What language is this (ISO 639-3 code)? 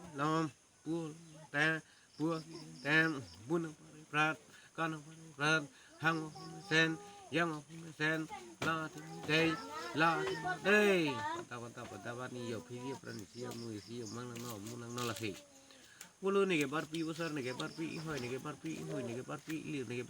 mjw